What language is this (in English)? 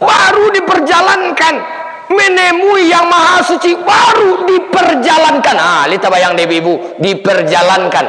Minangkabau